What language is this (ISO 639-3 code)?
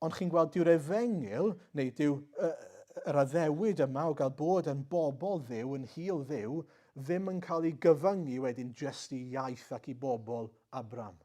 cym